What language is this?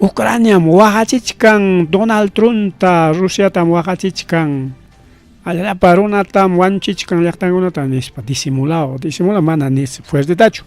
Ayacucho Quechua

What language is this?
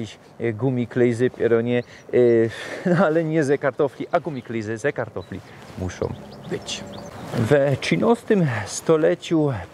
Silesian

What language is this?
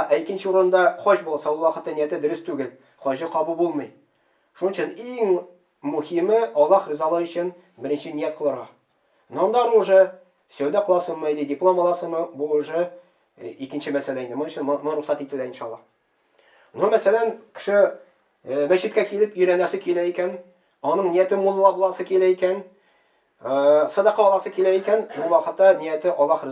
Tatar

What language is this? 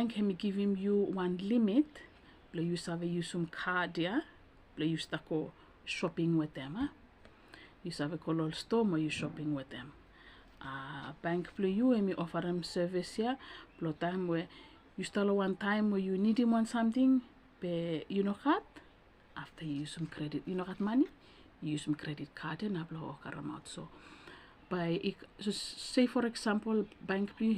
Bislama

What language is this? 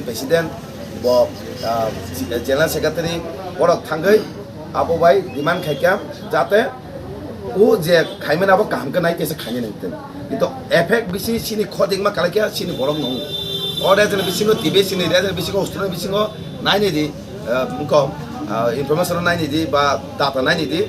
Kok Borok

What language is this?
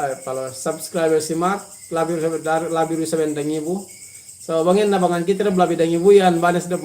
Yakan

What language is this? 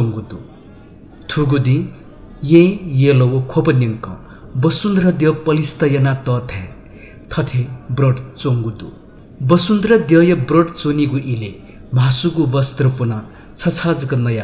Newari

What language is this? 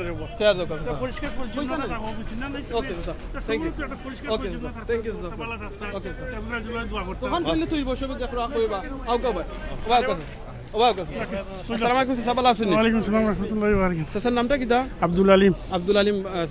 Sylheti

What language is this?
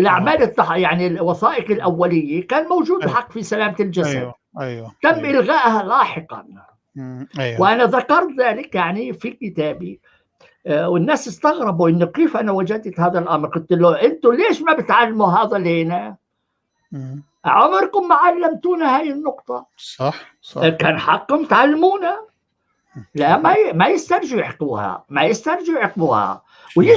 North Levantine Arabic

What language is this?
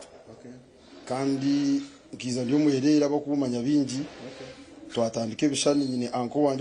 Nyankole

